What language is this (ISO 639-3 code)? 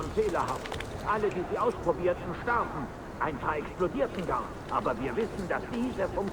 bar